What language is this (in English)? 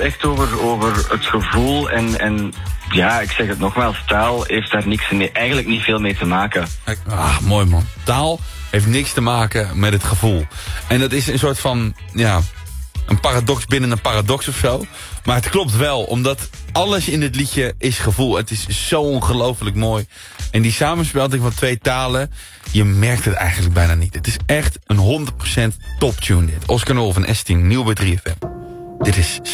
Dutch